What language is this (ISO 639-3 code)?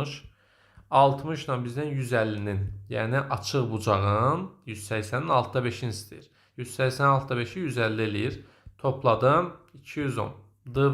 aze